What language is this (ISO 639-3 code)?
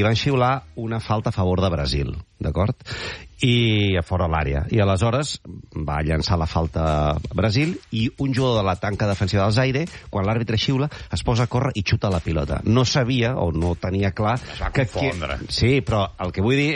cat